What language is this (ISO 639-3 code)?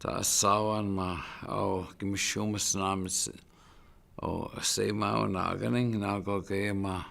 ciw